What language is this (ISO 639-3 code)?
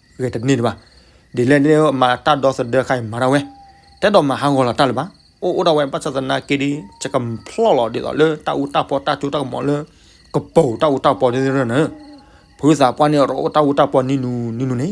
ksw